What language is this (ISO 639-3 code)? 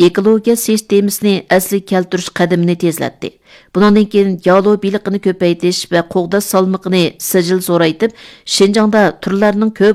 uig